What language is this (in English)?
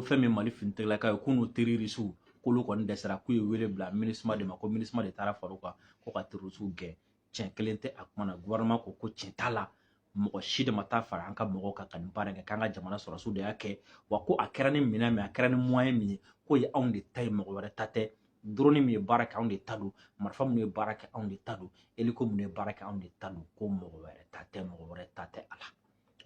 Bambara